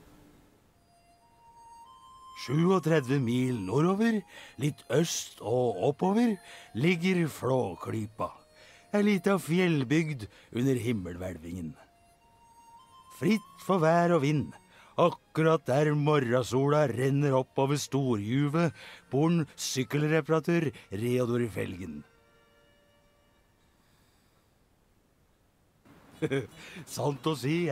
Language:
Norwegian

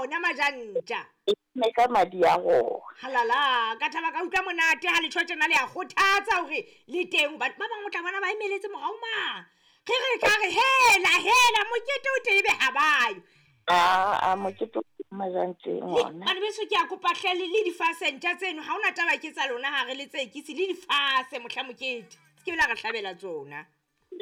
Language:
Southern Sotho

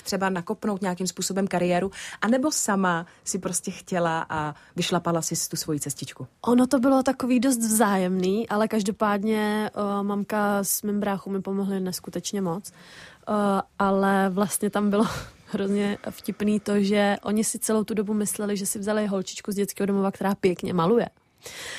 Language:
Czech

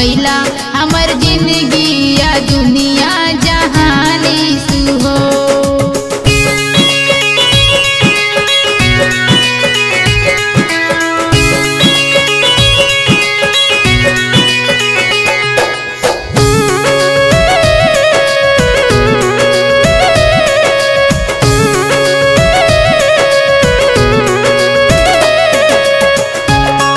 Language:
Bhojpuri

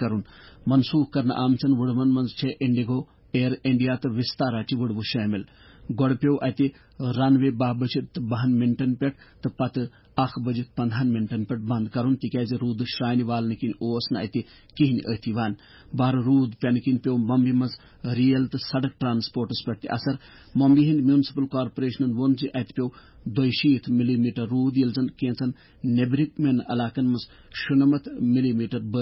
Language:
Kashmiri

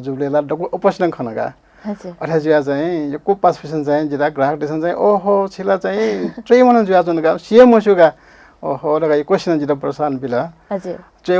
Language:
Newari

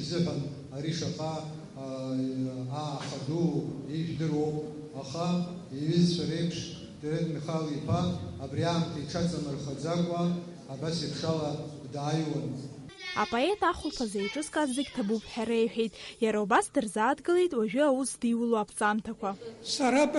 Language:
Abkhazian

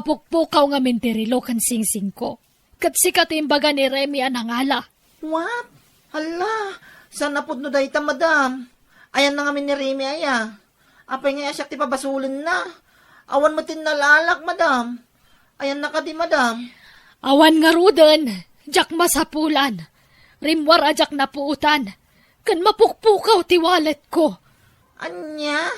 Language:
Iloko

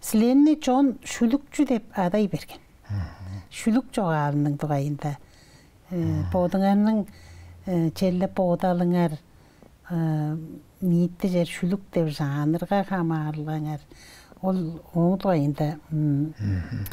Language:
Tuvinian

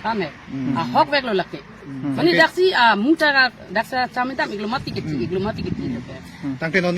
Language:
Karbi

